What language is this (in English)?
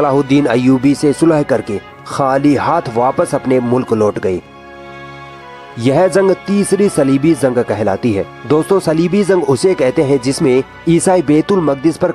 Hindi